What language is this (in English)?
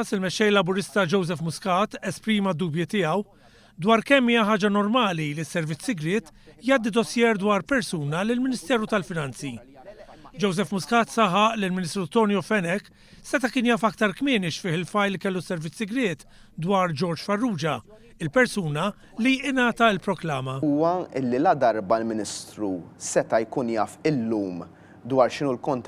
Maltese